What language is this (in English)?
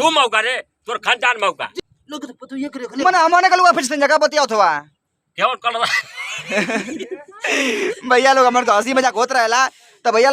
Bhojpuri